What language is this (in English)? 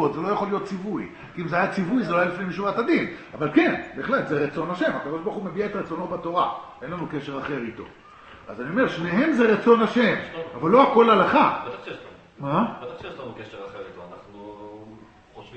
Hebrew